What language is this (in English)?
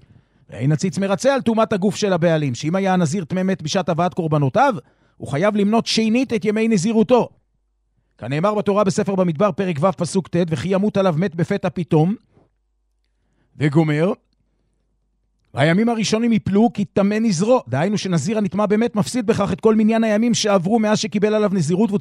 Hebrew